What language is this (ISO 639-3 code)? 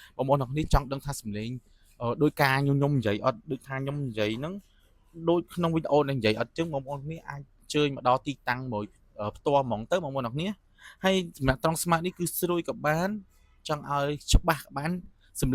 khm